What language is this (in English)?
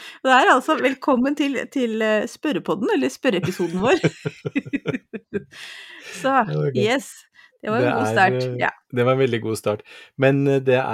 Norwegian